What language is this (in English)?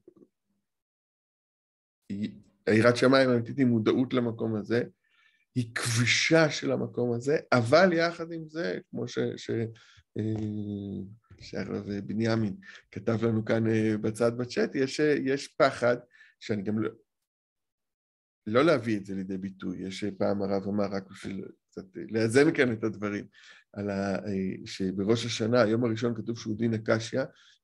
Hebrew